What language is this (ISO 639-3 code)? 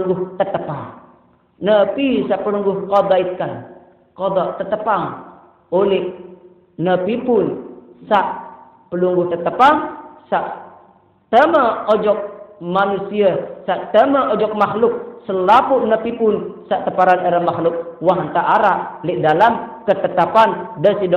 sas